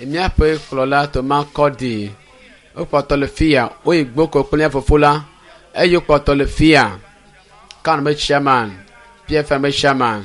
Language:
Ewe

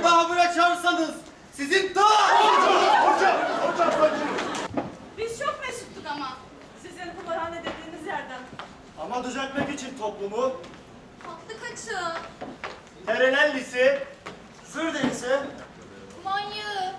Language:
Turkish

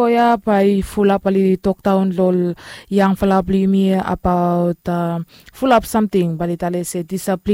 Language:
Bislama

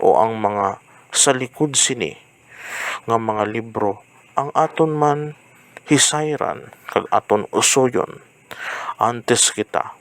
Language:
Hiligaynon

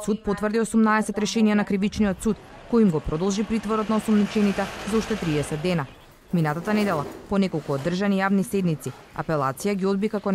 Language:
Macedonian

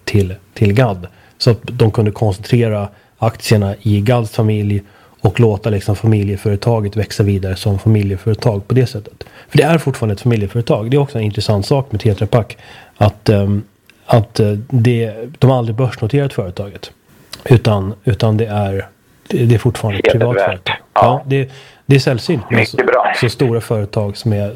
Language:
Swedish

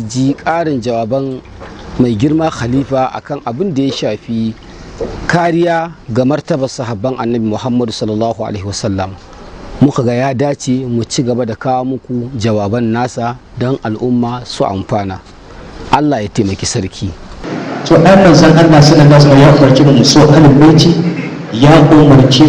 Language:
Hausa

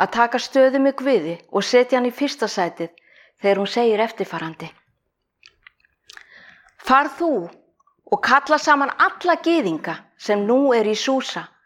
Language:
Icelandic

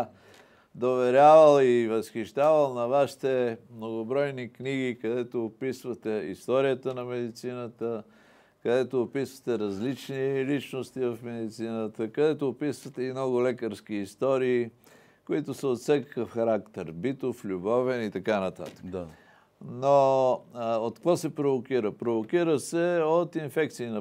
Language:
Bulgarian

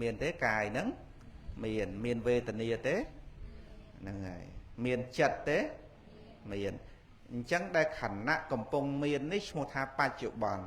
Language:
Khmer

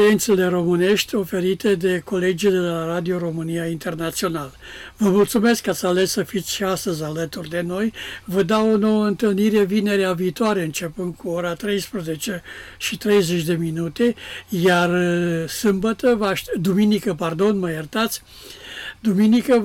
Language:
Romanian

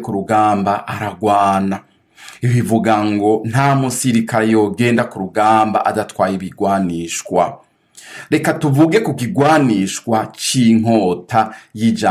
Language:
Rundi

